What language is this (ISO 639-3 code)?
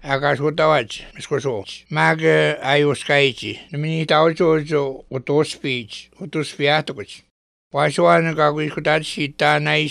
lav